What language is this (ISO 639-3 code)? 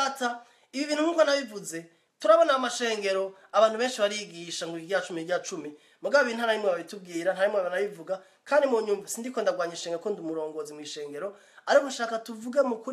run